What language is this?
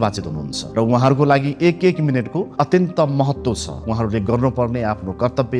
Nepali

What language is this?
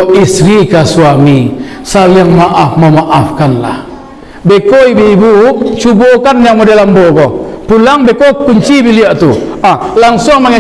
Minangkabau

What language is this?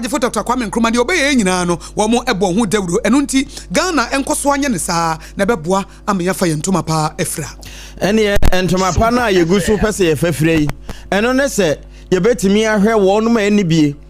Akan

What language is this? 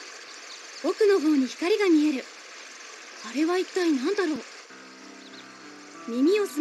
Japanese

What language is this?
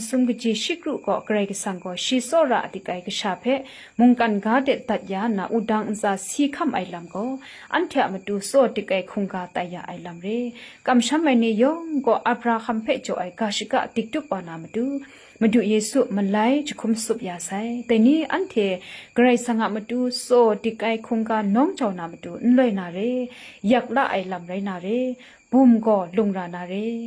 Kachin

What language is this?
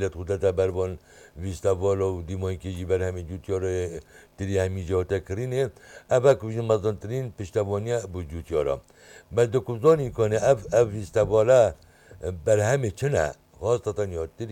Kurdish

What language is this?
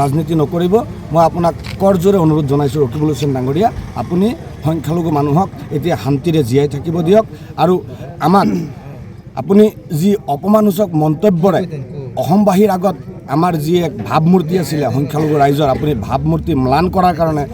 Assamese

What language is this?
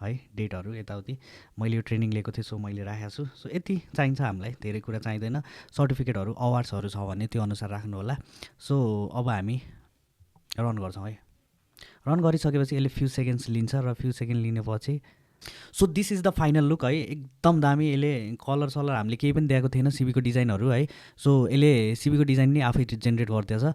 Nepali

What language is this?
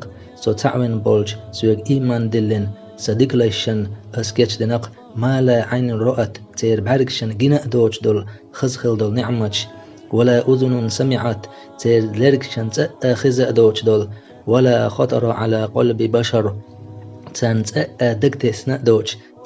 Chechen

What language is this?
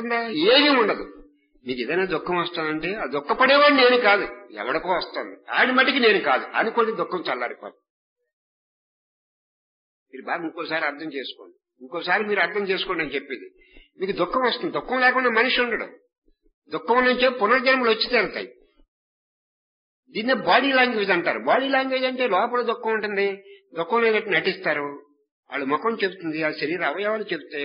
Telugu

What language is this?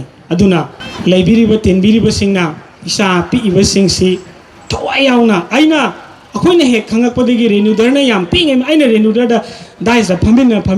Manipuri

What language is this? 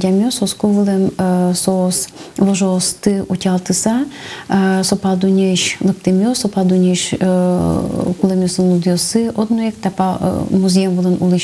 Udmurt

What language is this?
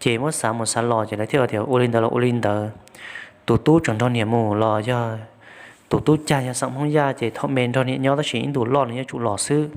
Hmong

